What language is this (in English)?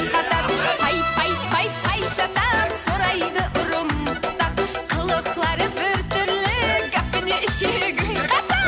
Kara-Kalpak